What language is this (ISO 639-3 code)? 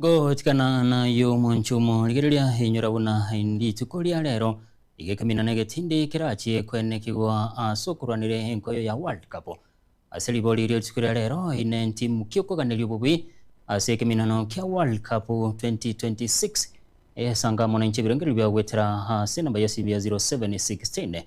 guz